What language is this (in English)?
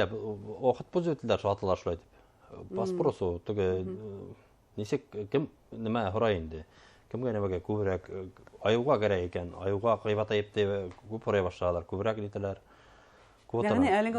Bashkir